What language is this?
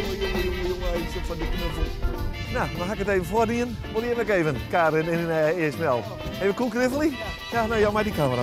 Western Frisian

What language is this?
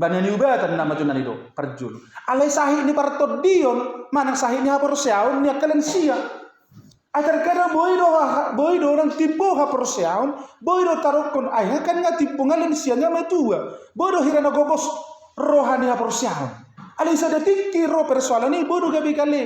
Batak Toba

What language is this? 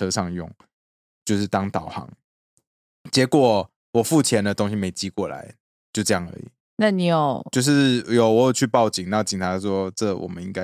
Chinese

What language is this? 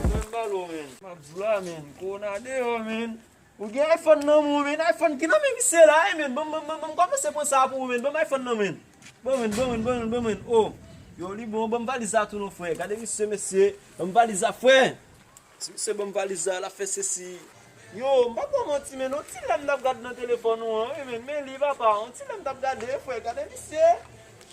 Haitian Creole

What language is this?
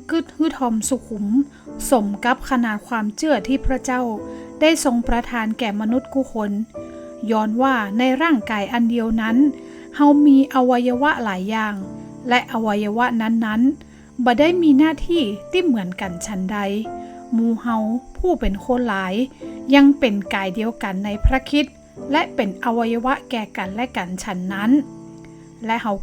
Northern Thai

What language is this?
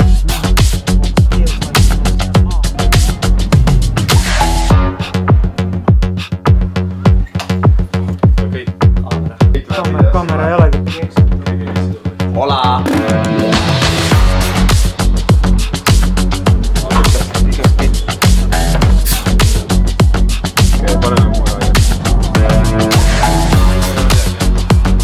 Estonian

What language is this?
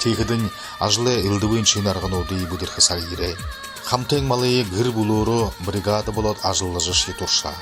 Buriat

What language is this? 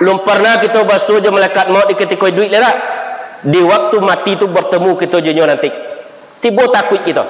Minangkabau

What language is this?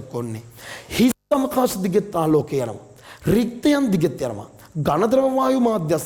Sinhala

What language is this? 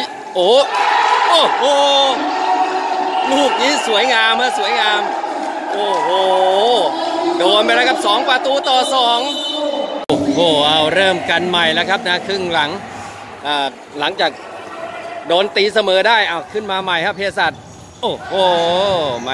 Thai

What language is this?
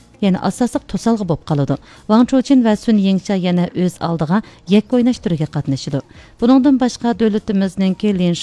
Uyghur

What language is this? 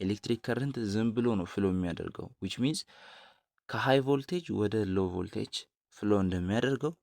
Amharic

